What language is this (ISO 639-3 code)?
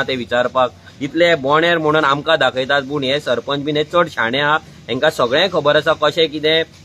kok